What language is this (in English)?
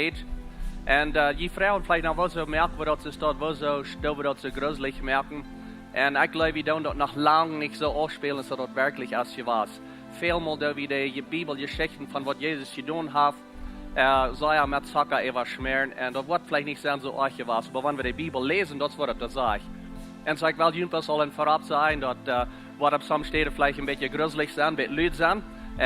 Plautdietsch